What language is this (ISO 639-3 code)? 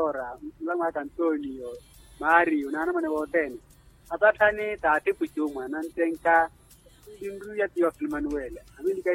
vmw